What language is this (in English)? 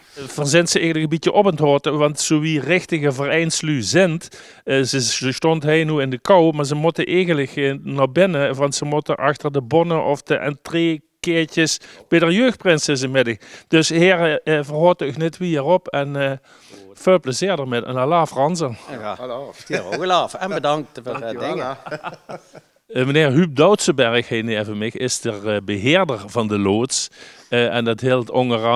Limburgish